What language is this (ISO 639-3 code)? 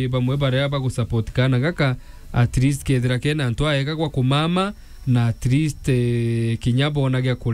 mer